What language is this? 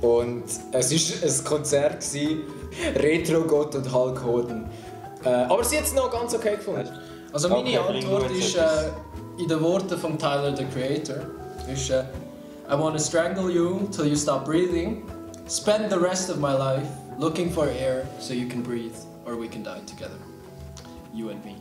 Swiss German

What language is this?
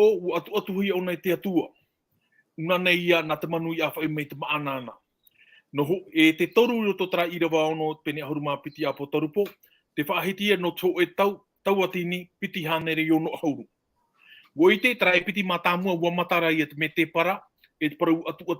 Tahitian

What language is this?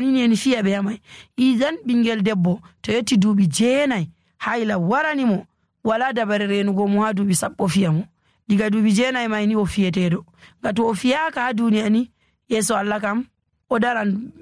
Nigerian Fulfulde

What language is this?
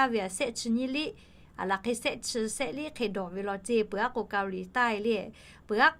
Lahu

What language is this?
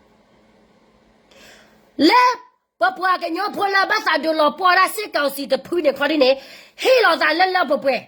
S'gaw Karen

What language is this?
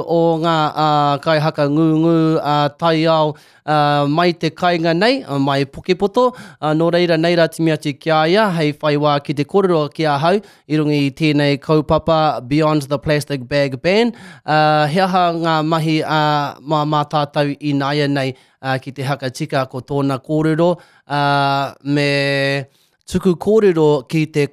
Māori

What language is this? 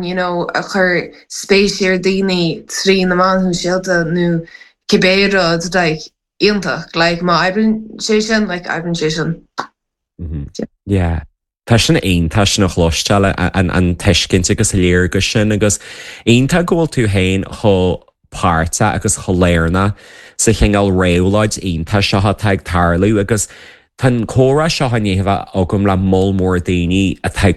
Irish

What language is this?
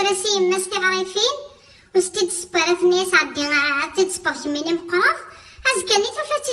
Kabyle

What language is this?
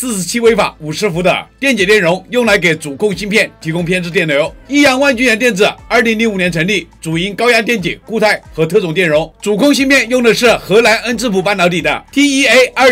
Chinese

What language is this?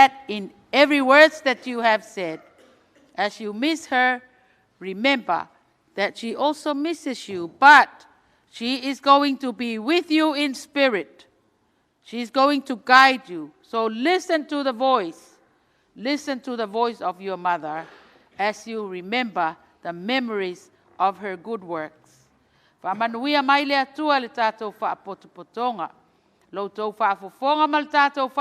Samoan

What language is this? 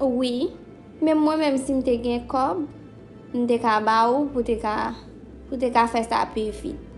Haitian Creole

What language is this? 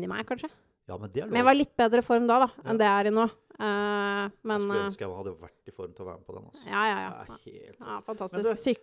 Norwegian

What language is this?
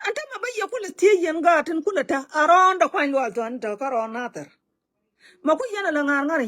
Nuer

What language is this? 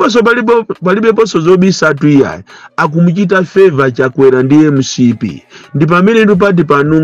Nyanja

